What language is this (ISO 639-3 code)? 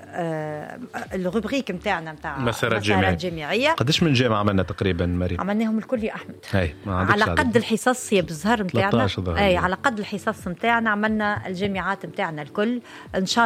aeb